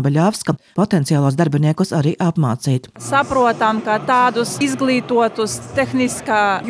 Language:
Latvian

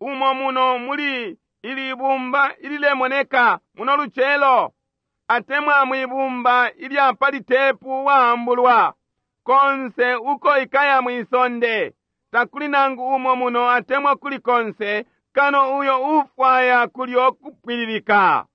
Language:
Bemba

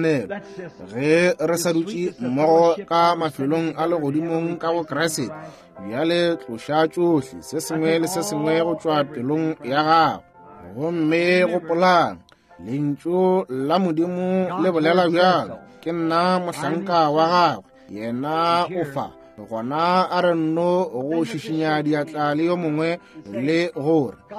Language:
Northern Sotho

